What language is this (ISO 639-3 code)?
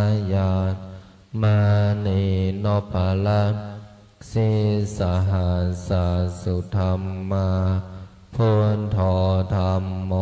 pli